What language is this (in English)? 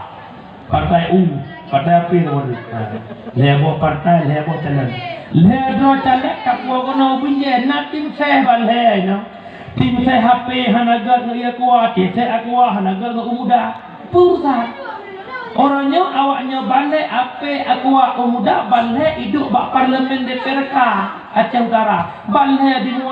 Achinese